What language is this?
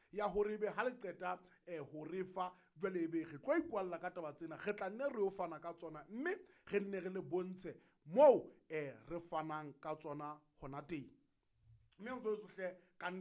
Southern Sotho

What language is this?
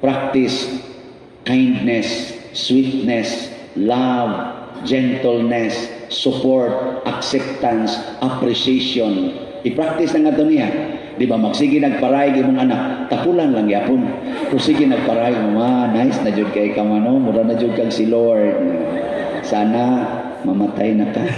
Cebuano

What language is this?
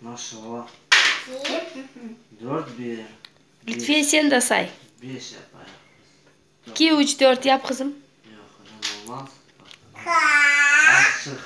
Crimean Tatar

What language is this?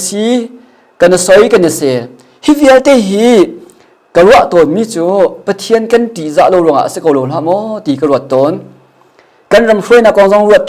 Hakha Chin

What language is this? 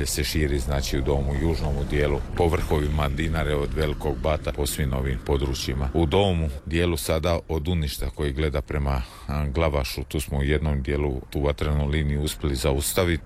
Croatian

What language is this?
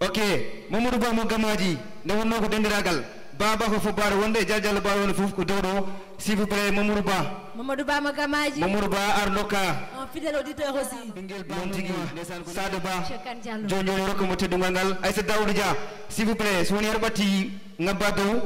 Fula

